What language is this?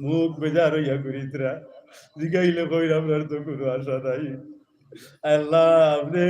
Sylheti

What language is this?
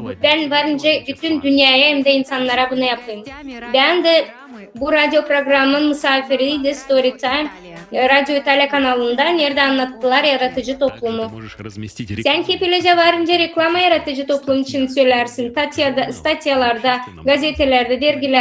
Gagauz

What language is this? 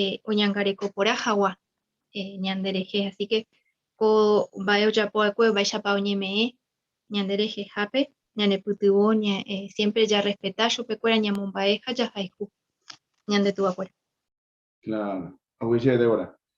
Guarani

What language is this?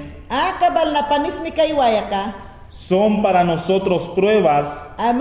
Mayangna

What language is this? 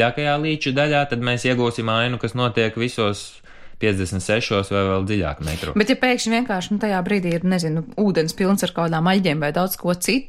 Latvian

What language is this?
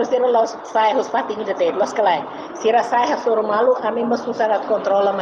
Tetum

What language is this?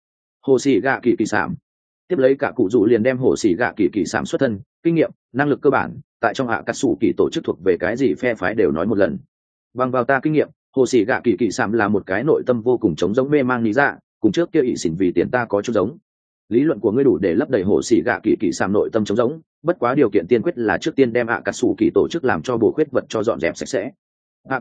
Vietnamese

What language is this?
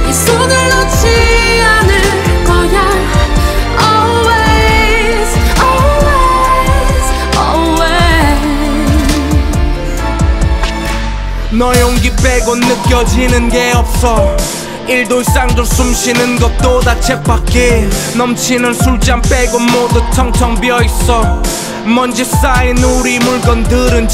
Korean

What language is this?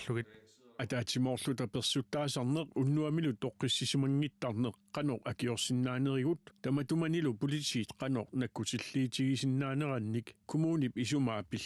Kalaallisut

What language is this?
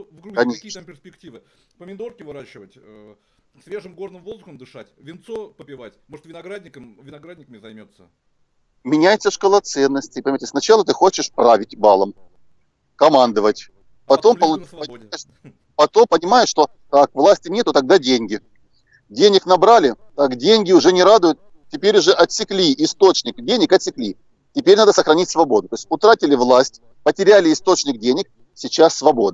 Russian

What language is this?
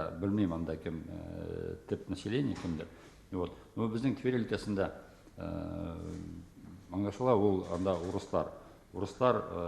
Tatar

